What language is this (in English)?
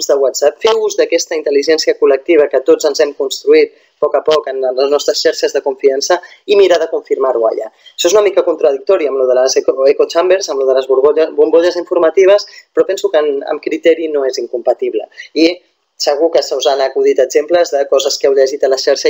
Catalan